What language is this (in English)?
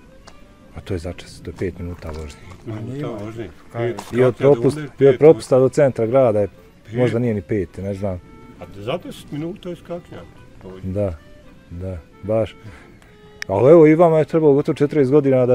Bosnian